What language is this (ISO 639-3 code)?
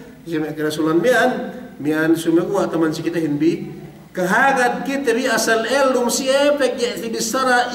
yka